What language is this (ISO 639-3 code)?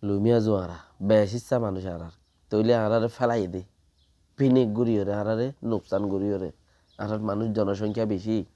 rhg